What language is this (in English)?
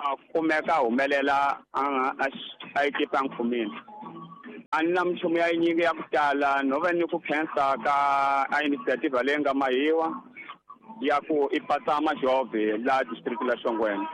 Tsonga